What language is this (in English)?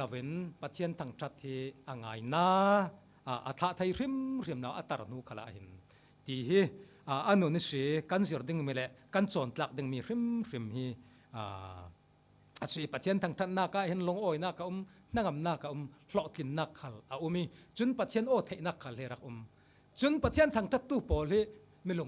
Falam Chin